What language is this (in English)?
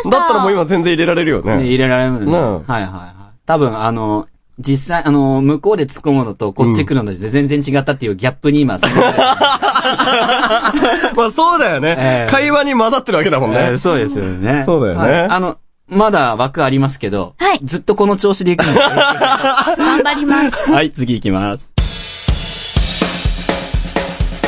Japanese